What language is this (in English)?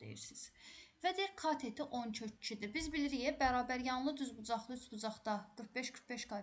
Azerbaijani